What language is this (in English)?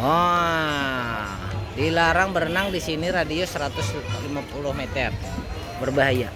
Banjar